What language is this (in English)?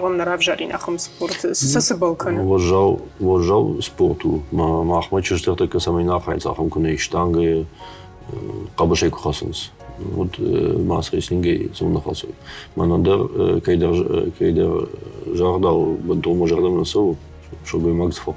Ossetic